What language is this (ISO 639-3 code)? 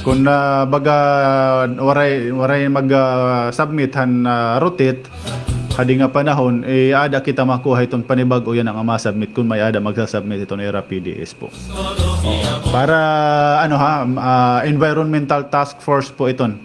war